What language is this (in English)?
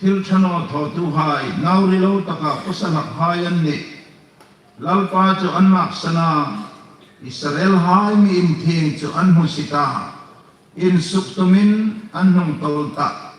Hmar